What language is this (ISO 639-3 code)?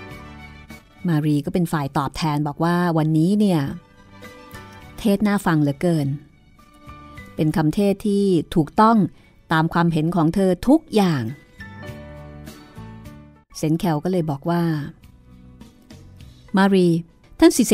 tha